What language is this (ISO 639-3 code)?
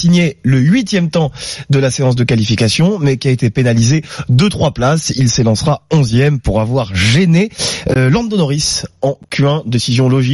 fra